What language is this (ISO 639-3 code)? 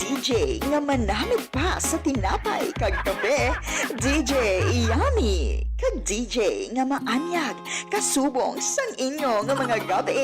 hil